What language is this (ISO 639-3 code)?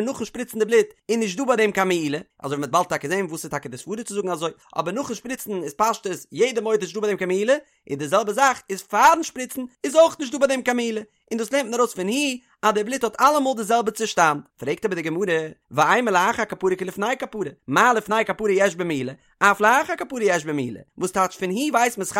yid